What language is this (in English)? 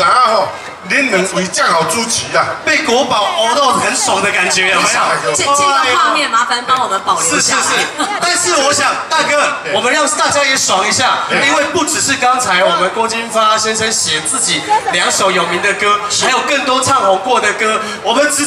Min Nan Chinese